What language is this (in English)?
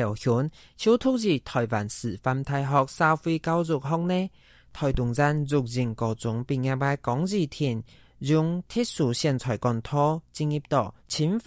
Hakka Chinese